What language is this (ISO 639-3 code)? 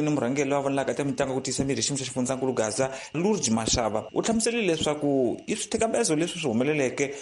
tso